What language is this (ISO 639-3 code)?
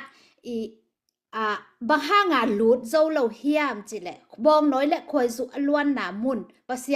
ctd